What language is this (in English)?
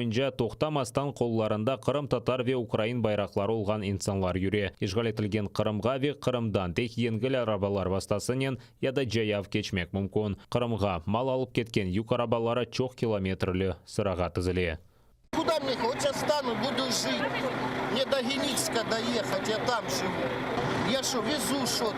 Crimean Tatar